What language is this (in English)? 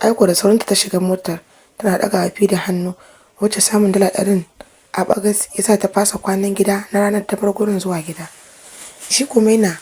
Hausa